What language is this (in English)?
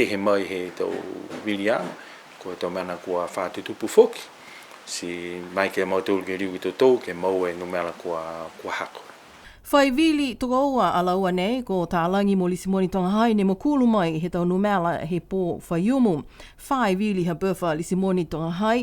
Niuean